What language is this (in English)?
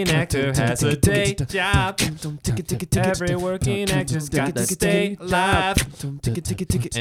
English